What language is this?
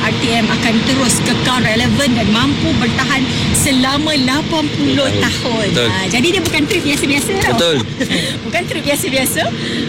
Malay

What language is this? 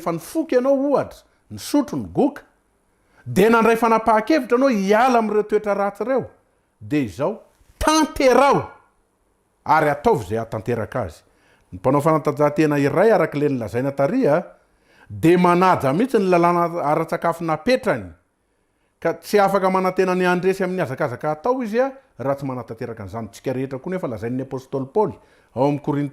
Malagasy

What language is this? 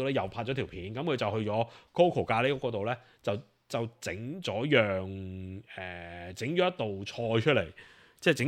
Cantonese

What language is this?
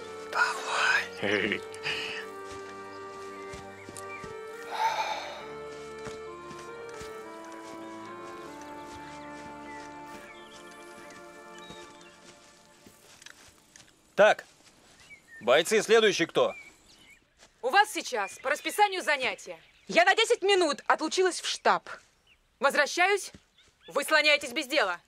Russian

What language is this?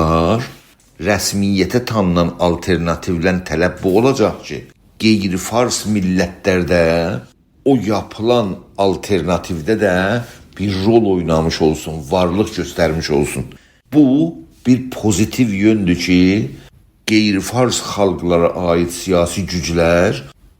South Azerbaijani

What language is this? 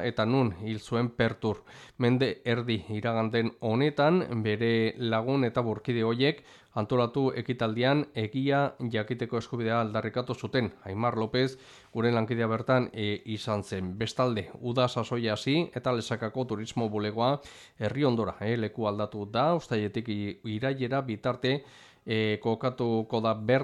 Basque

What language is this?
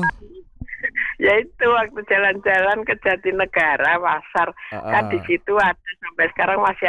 Indonesian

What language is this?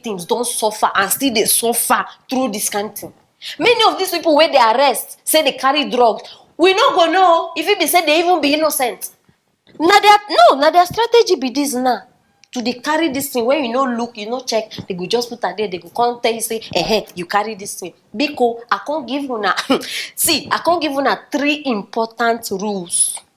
Nigerian Pidgin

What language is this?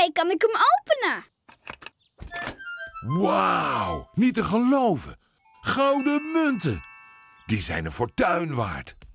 Dutch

